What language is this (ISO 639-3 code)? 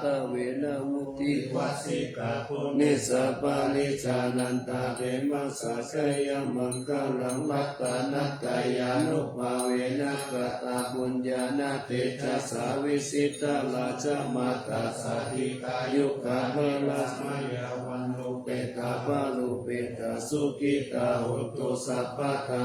pli